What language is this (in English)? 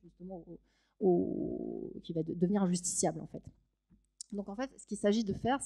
French